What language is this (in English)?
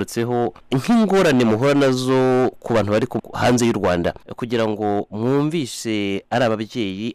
Kinyarwanda